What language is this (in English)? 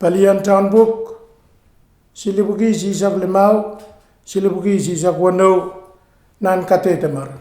Pohnpeian